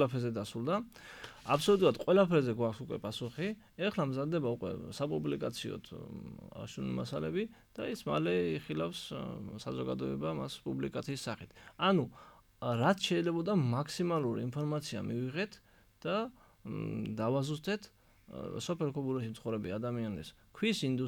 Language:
Georgian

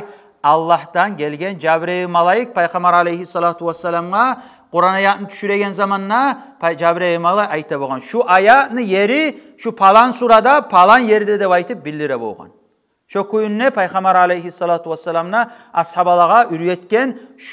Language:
Kumyk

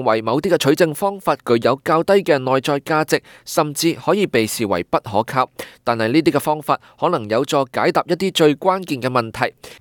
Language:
Cantonese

